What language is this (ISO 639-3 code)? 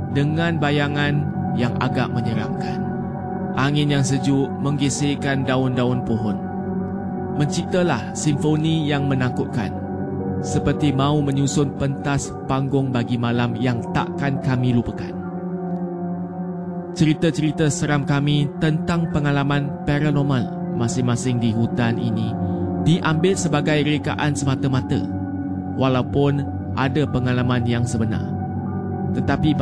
msa